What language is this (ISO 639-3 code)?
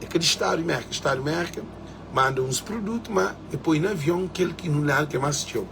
kea